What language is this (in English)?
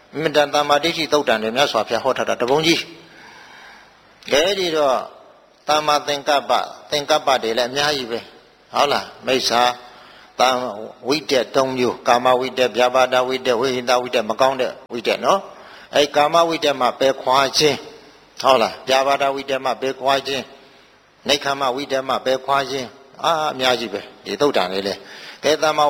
Burmese